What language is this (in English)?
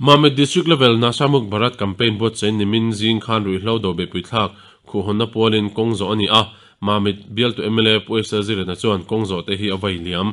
Mizo